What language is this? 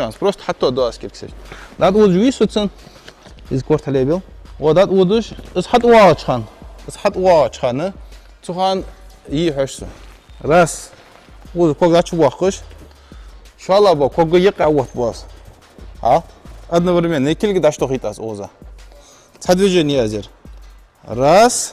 Ingush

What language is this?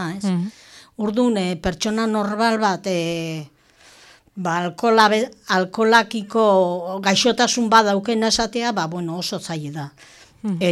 Basque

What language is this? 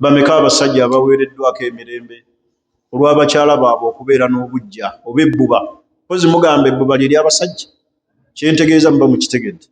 Ganda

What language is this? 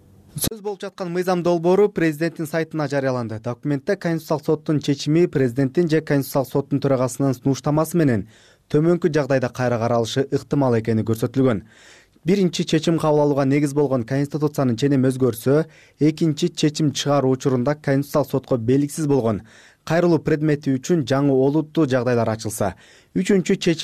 Kyrgyz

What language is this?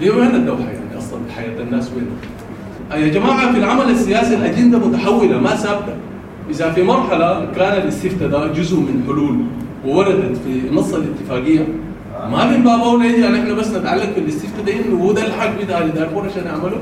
Sudanese Arabic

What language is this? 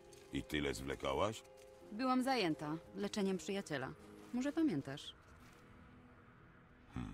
Polish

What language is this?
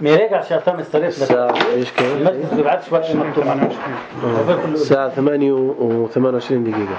North Levantine Arabic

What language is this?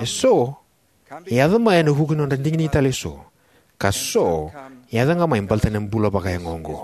Fijian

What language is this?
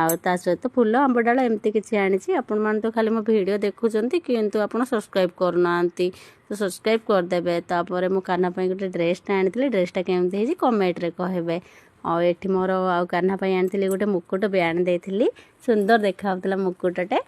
Odia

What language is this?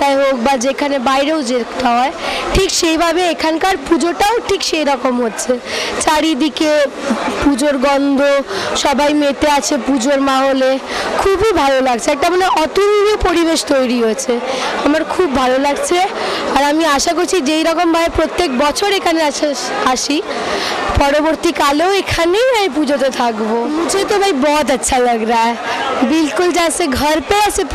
Odia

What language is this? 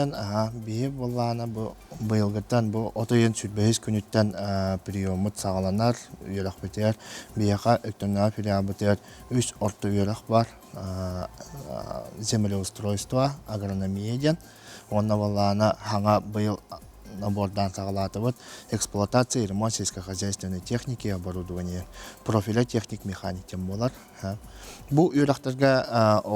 Yakut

